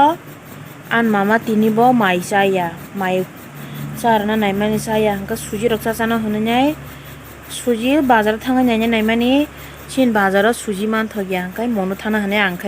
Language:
Kok Borok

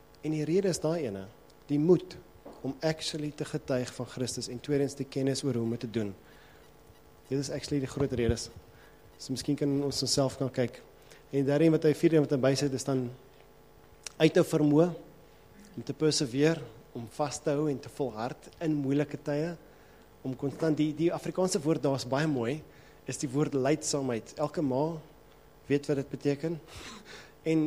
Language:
Afrikaans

